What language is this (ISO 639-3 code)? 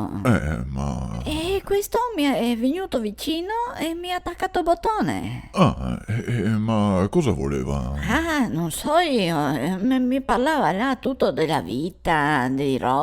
vec